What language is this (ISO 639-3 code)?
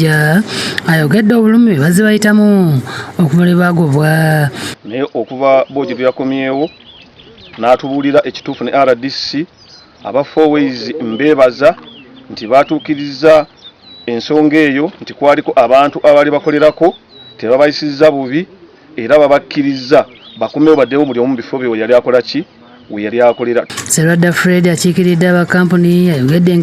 lug